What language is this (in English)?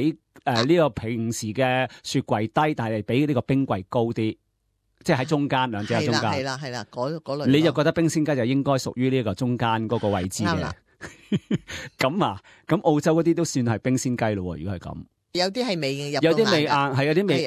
Cantonese